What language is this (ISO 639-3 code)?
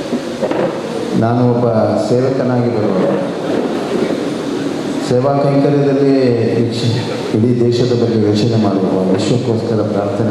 kan